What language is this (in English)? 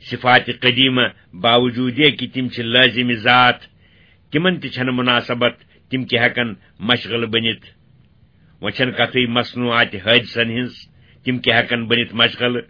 Kashmiri